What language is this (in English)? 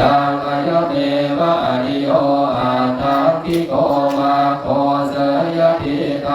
Pali